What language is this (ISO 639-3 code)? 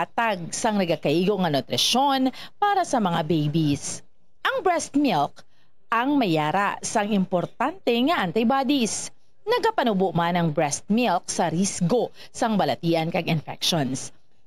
hil